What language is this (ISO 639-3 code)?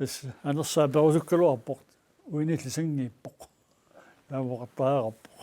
kal